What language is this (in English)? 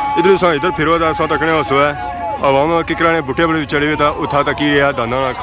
Pahari-Potwari